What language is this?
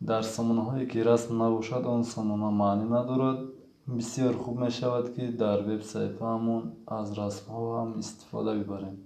Tajik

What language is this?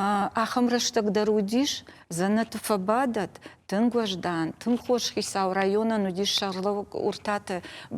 Ossetic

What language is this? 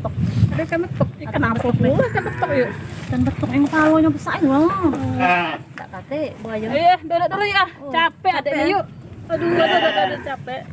Musi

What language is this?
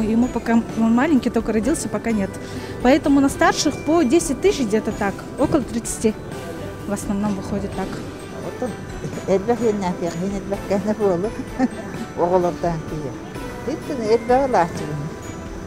Yakut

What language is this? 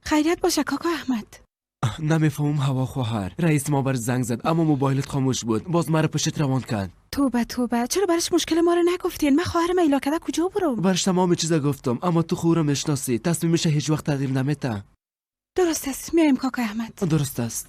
Persian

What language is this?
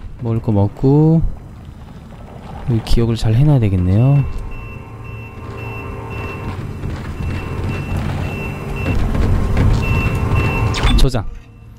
Korean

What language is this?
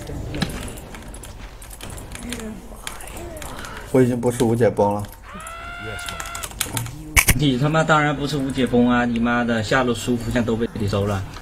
Chinese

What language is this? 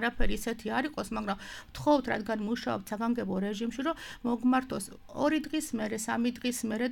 Georgian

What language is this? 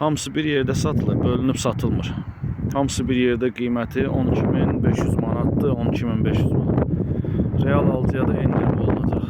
Azerbaijani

